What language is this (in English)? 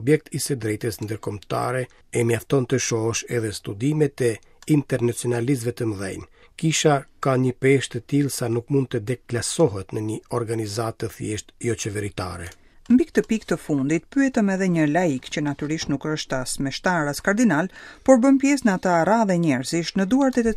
Albanian